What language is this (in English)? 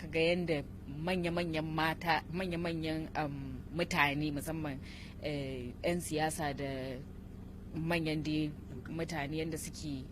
Hausa